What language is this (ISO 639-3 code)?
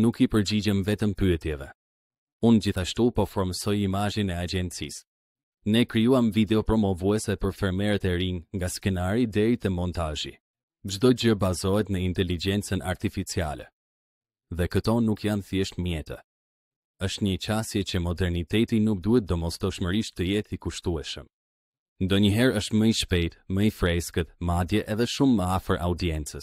sqi